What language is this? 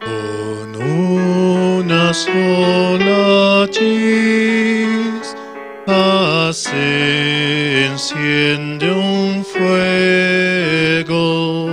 South Bolivian Quechua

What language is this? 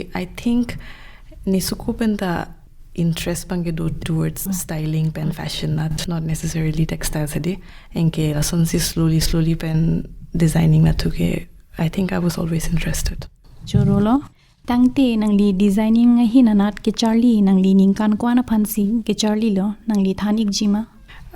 Karbi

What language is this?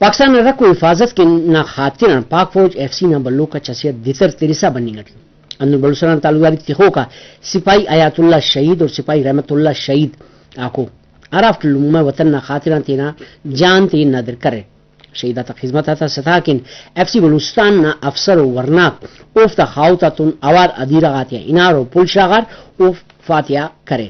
Brahui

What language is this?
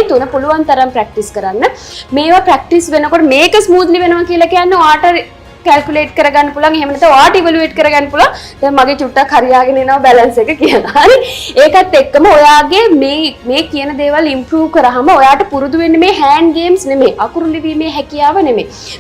Sinhala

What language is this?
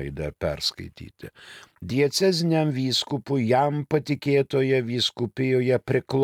Lithuanian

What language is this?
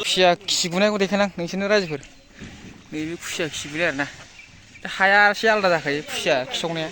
Bodo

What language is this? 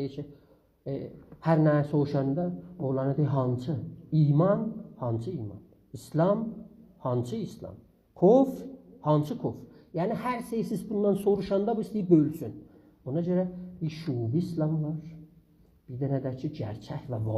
South Azerbaijani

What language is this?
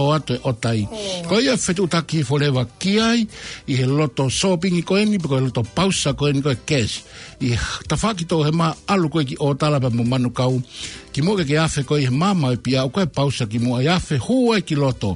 Tongan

